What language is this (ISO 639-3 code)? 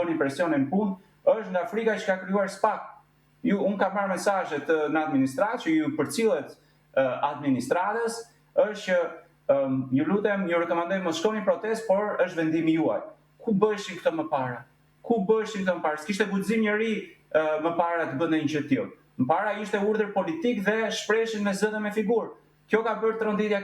sqi